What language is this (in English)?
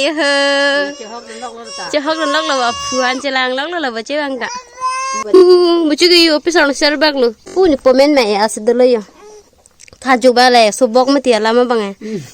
Karbi